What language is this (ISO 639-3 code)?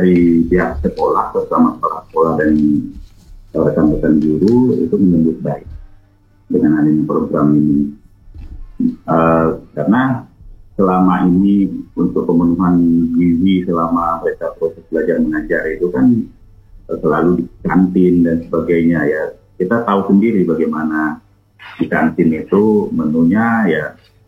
ind